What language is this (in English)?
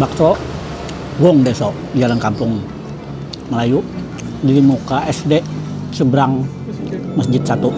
Banjar